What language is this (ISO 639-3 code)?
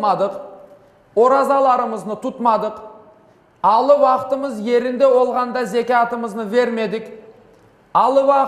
crh